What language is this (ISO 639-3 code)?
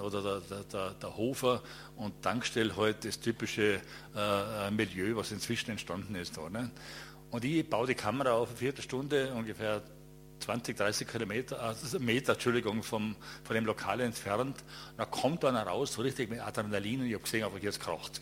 deu